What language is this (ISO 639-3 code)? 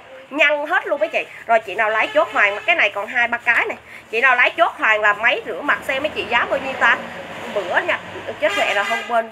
vie